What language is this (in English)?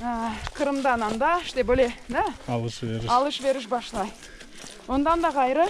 Crimean Tatar